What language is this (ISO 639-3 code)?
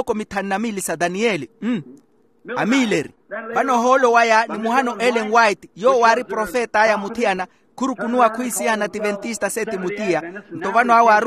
vmw